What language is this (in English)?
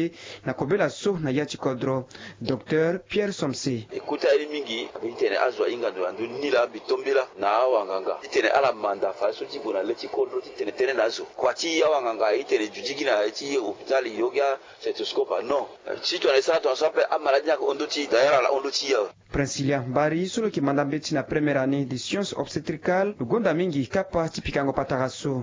Sango